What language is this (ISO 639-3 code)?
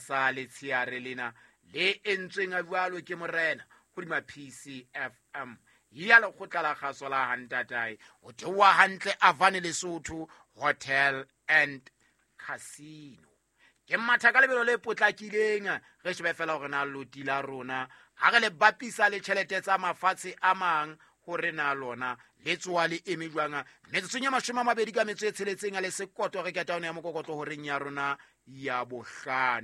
sot